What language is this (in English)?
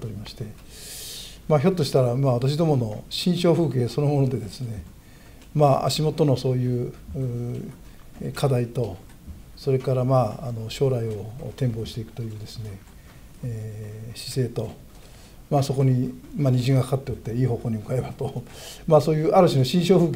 Japanese